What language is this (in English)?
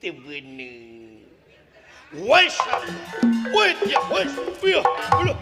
Sundanese